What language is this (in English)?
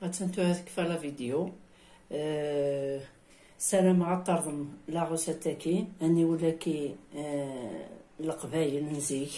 Kabyle